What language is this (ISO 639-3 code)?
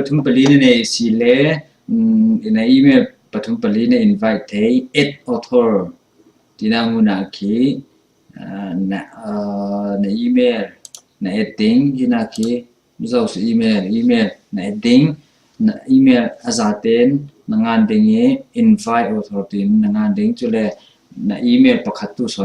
cfm